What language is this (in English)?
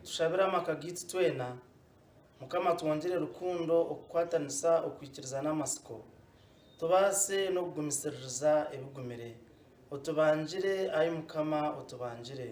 Nyankole